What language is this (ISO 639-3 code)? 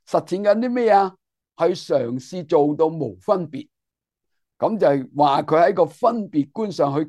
yue